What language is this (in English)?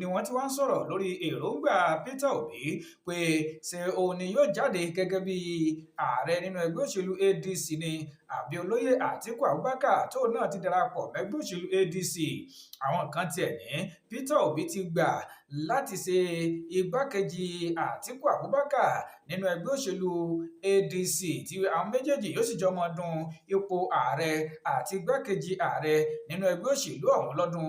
Yoruba